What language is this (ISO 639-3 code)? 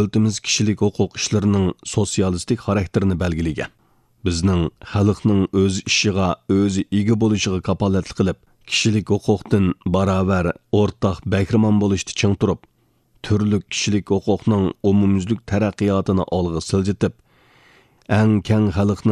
uig